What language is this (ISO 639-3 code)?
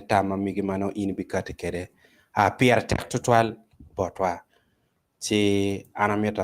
ach